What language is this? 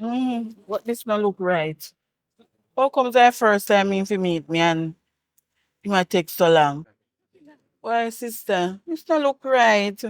Jamaican Creole English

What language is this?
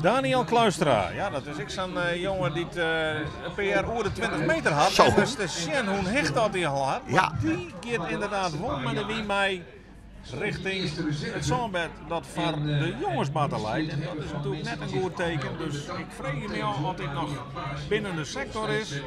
Western Frisian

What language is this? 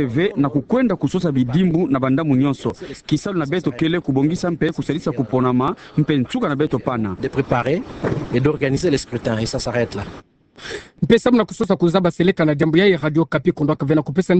Kituba (Democratic Republic of Congo)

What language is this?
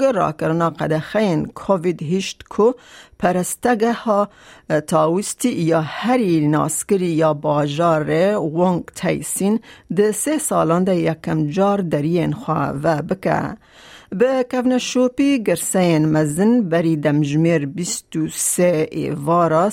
Kurdish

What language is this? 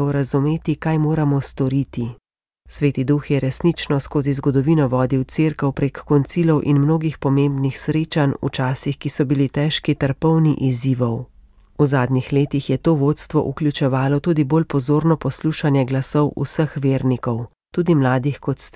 Slovenian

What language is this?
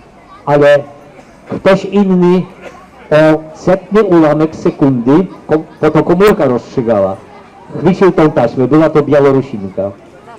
Polish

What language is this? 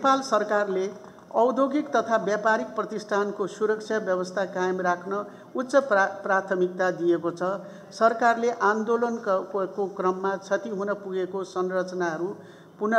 Nepali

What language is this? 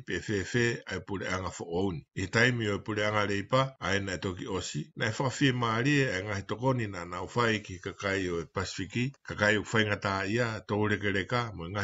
Tongan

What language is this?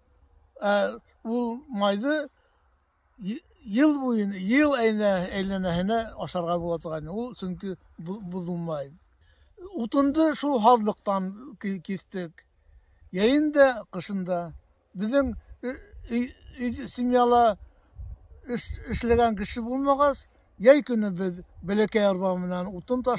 Bashkir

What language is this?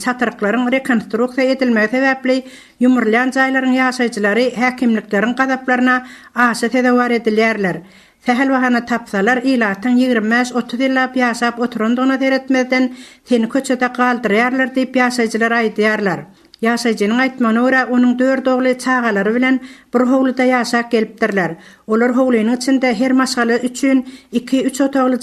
Turkmen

